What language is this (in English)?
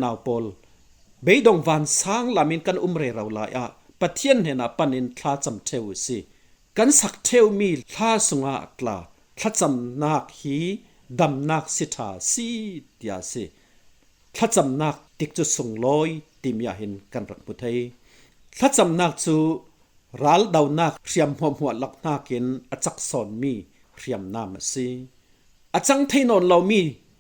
Falam Chin